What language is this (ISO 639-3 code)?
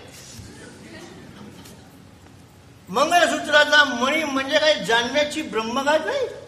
mar